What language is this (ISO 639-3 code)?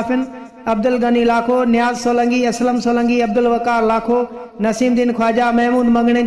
snd